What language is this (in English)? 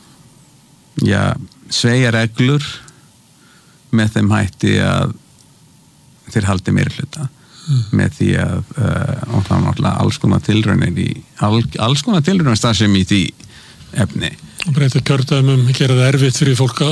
Icelandic